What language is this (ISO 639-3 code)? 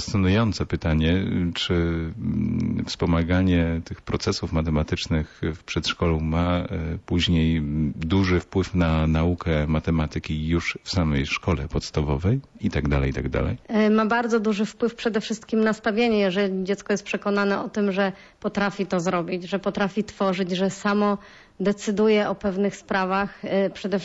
pol